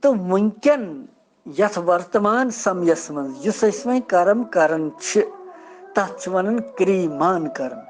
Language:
Kashmiri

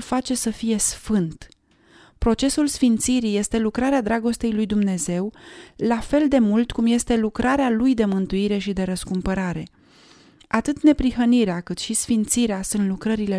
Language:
Romanian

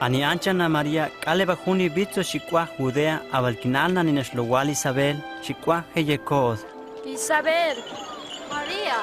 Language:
Huastec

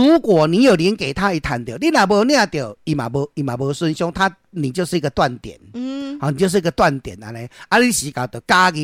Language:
Min Nan Chinese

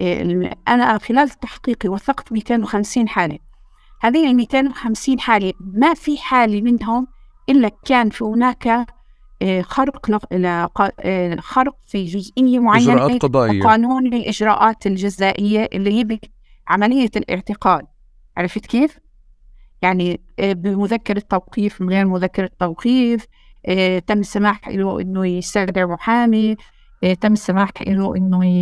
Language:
North Levantine Arabic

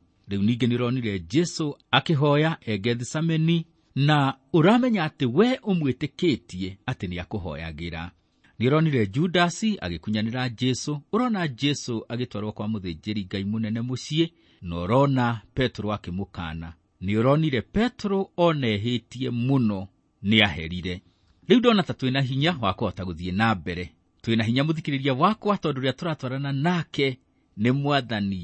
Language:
Kikuyu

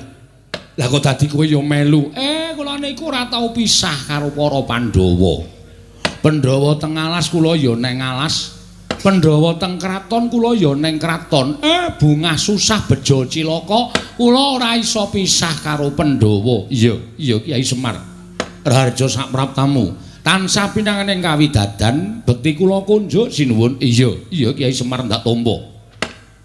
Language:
Javanese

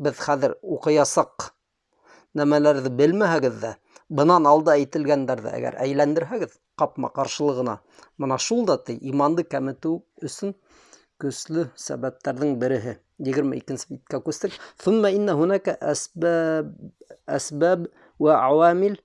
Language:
Bashkir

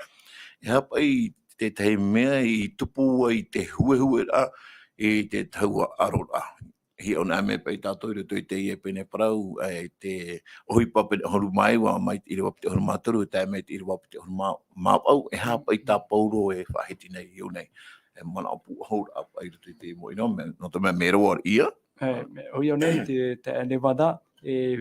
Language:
Tahitian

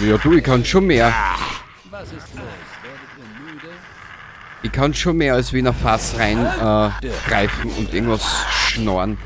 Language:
Bavarian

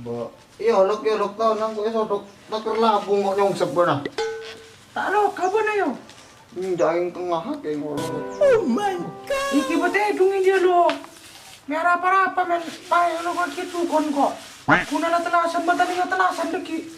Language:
Madurese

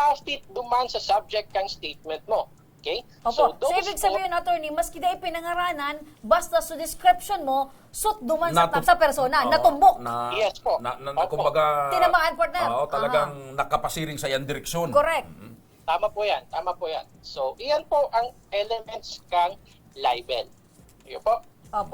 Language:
Bikol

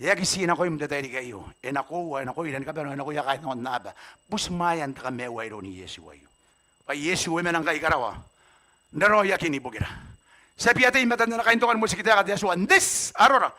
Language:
Gilbertese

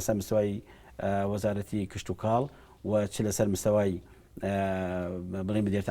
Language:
Central Kurdish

